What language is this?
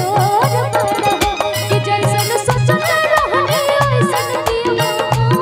Bhojpuri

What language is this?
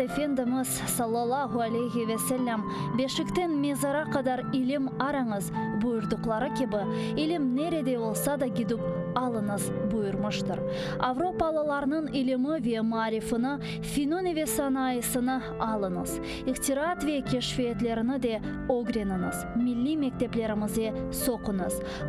Crimean Tatar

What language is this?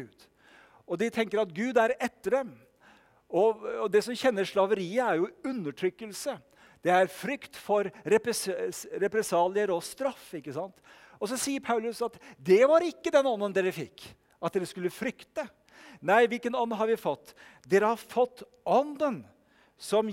Norwegian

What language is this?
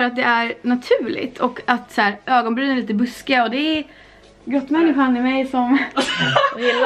Swedish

